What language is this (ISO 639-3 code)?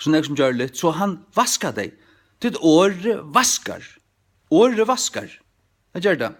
fao